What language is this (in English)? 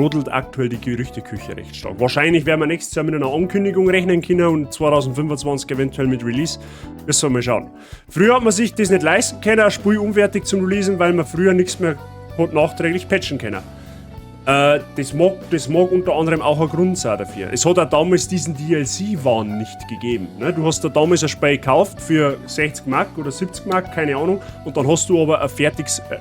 Bavarian